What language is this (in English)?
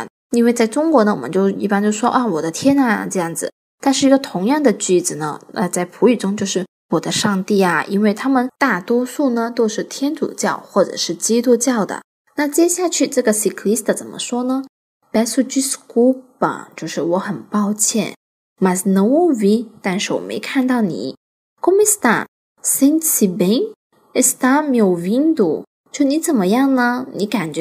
Chinese